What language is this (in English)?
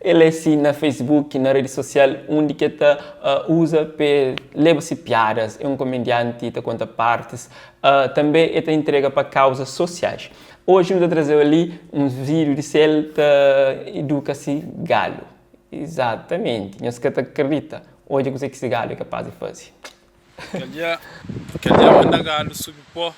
Kabuverdianu